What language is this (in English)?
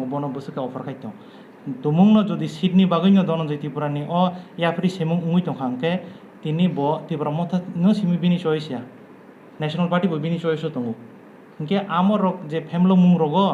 Kok Borok